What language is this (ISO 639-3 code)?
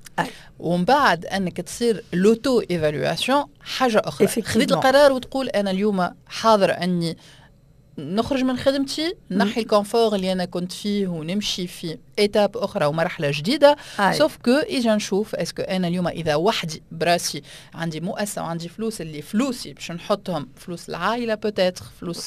aeb